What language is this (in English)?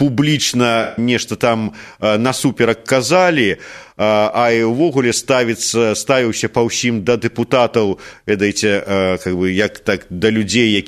Belarusian